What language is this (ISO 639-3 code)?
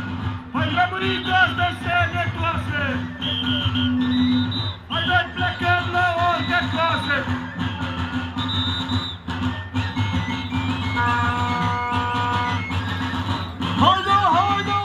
ron